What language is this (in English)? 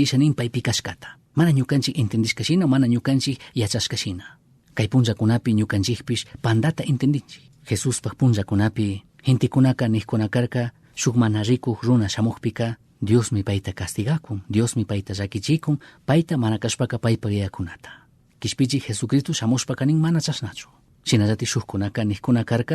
Chimborazo Highland Quichua